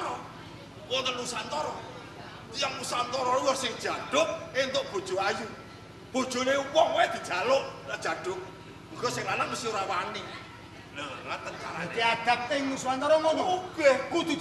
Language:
Javanese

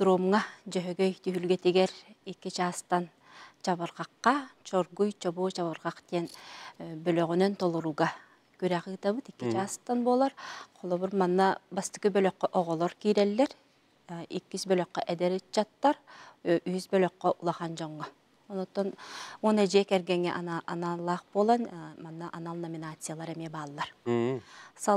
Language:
Yakut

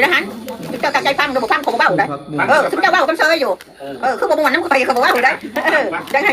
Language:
Northeastern Thai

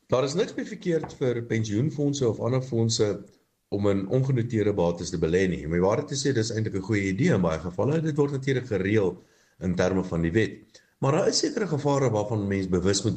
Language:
Afrikaans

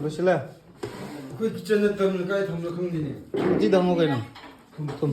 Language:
Manipuri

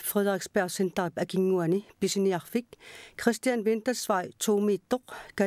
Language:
Kalaallisut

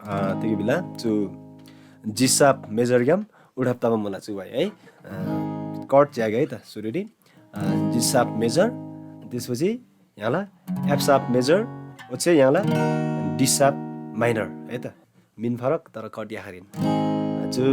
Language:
Eastern Tamang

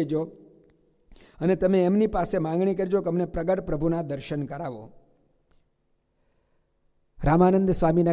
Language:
Gujarati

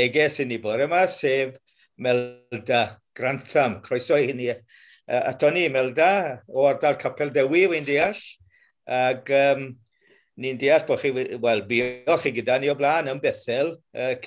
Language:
Welsh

